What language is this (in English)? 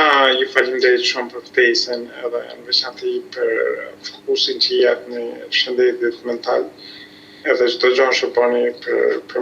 Albanian